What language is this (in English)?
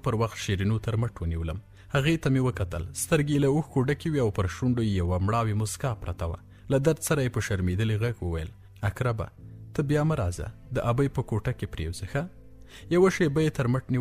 Pashto